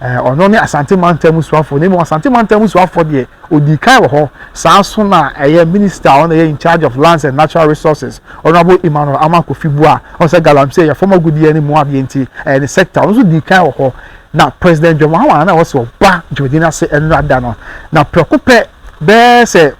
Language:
Akan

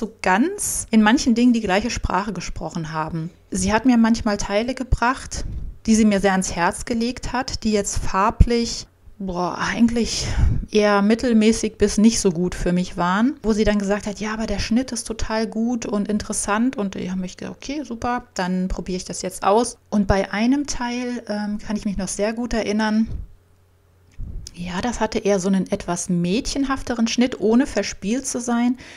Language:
German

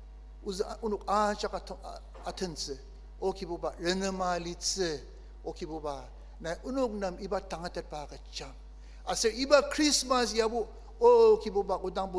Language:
Ao Naga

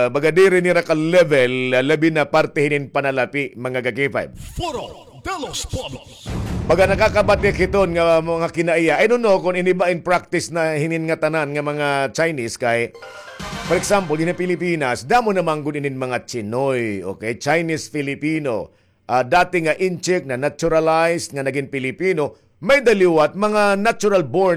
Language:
Waray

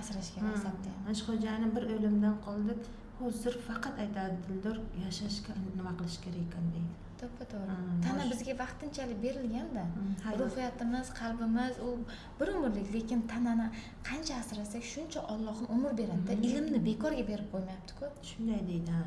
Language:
Uzbek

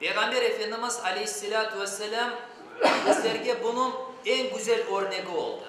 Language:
Crimean Tatar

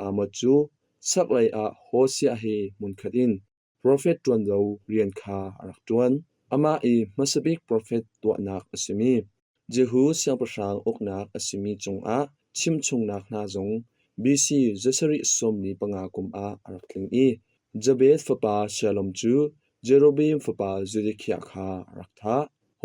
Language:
Hakha Chin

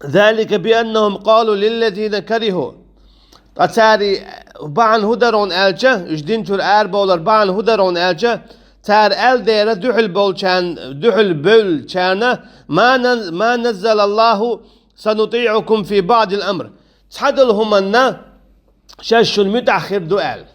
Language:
Chechen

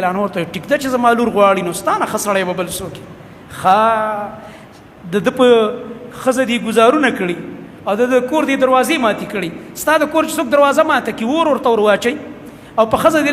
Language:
Pashto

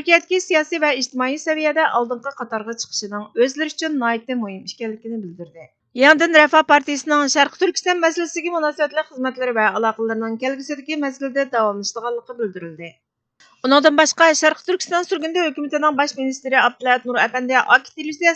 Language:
Uyghur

